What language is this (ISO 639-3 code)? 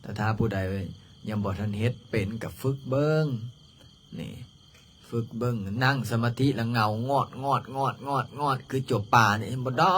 lao